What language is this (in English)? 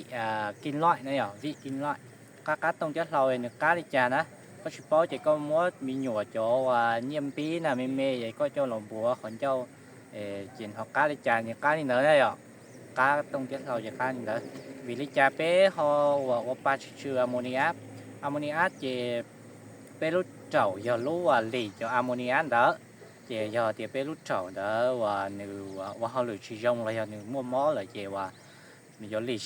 Hmong